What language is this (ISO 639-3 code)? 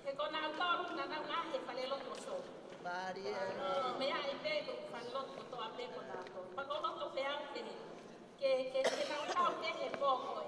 ton